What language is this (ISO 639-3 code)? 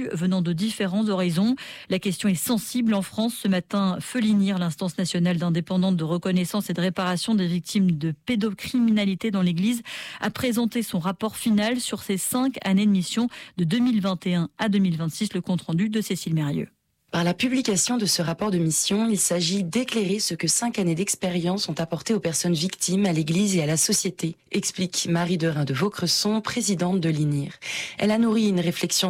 fra